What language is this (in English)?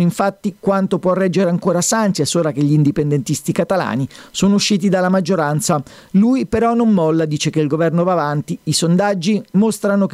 Italian